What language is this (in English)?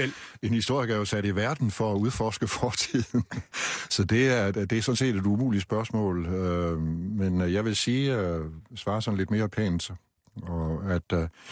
Danish